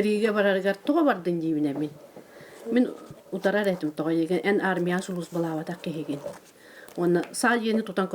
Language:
Yakut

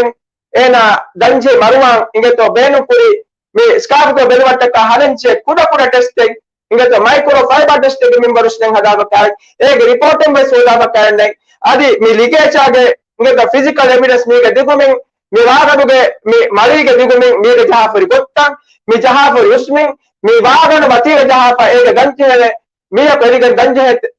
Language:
Divehi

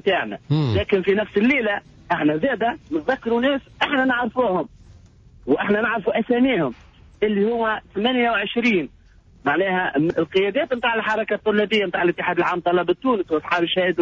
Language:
Tunisian Arabic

